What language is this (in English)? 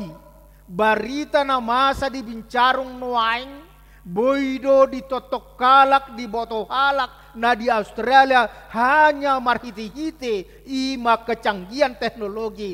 Batak Toba